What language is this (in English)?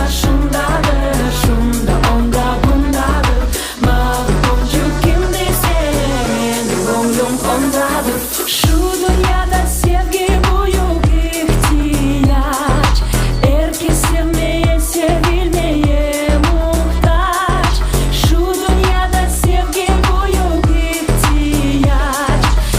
Crimean Tatar